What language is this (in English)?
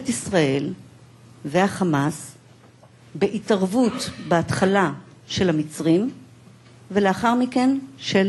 Hebrew